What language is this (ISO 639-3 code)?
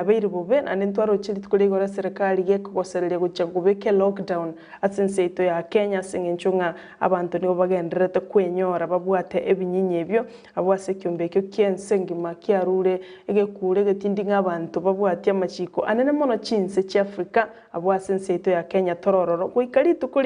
guz